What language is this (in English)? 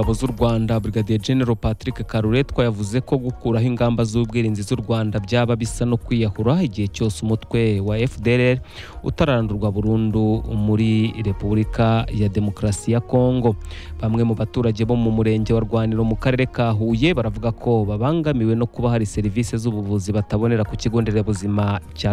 Kinyarwanda